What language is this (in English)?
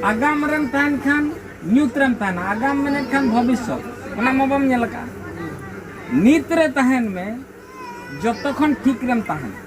Santali